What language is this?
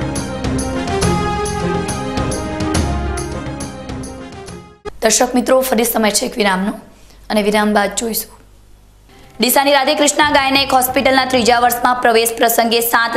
Gujarati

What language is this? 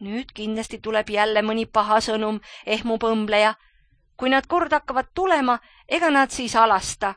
Estonian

